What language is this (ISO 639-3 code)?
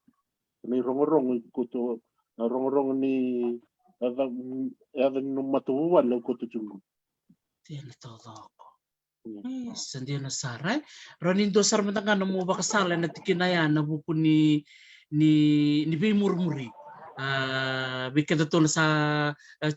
fij